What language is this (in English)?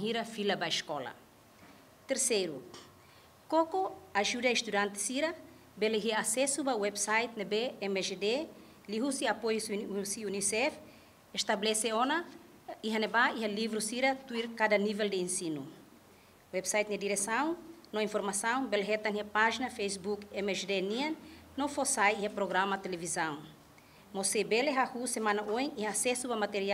Tetum